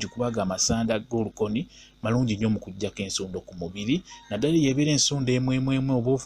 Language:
Ganda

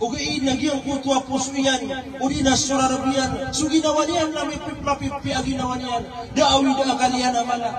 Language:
Maranao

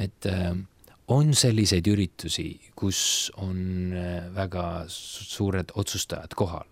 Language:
Estonian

